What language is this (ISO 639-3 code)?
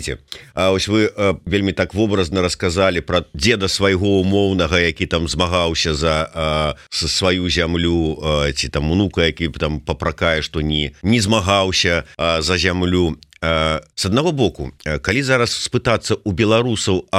bel